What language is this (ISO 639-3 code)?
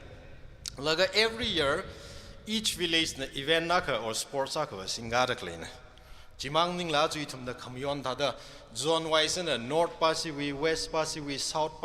nmf